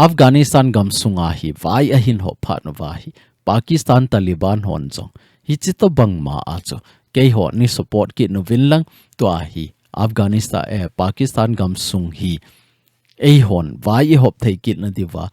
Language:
Thado Chin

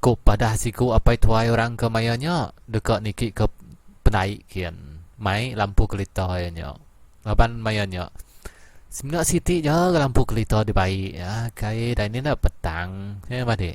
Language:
Iban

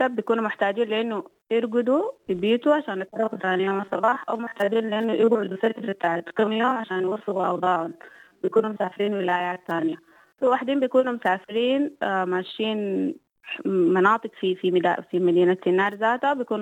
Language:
Sudanese Arabic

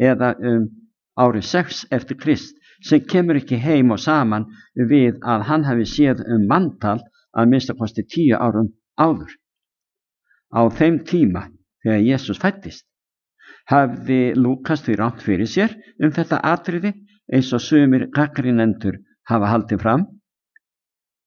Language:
Icelandic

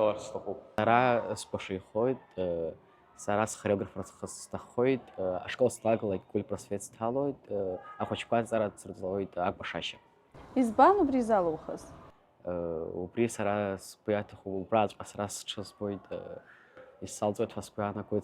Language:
Abkhazian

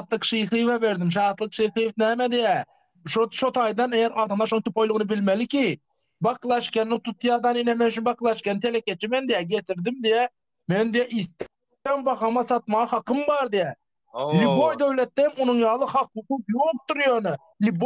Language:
Turkmen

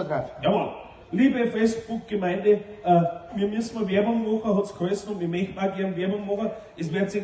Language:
Bavarian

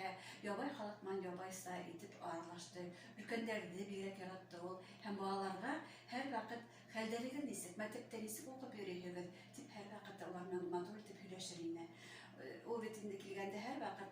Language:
Bashkir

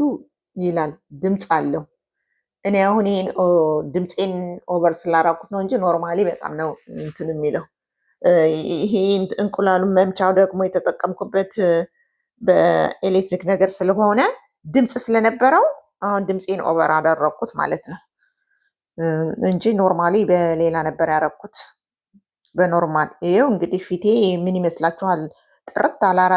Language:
Amharic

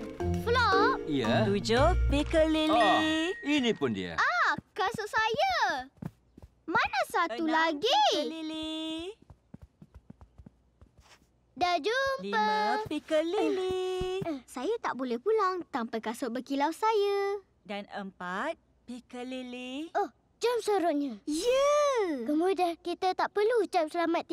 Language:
Malay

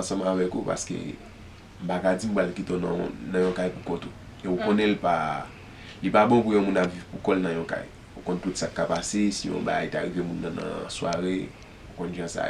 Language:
Haitian Creole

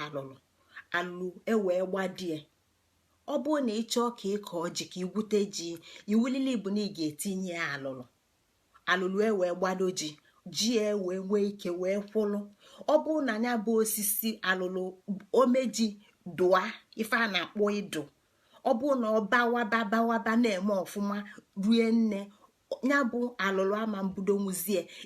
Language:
Igbo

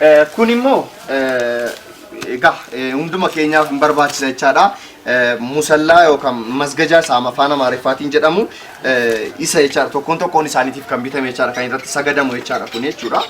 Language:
Oromo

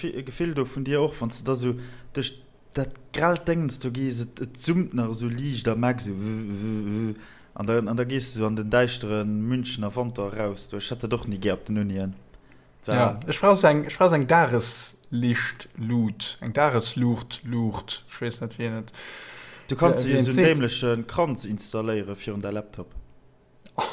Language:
Luxembourgish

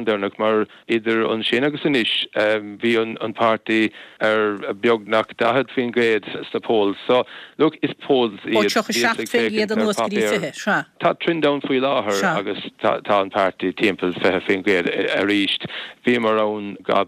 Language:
Irish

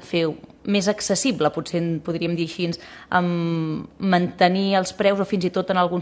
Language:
Catalan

